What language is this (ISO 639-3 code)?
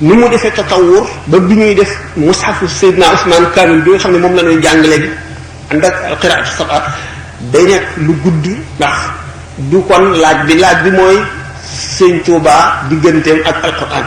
wol